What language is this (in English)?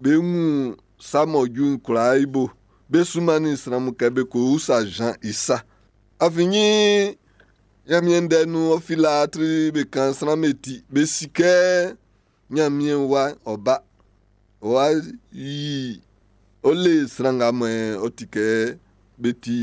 Baoulé